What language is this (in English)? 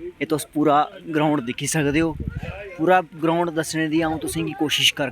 Dogri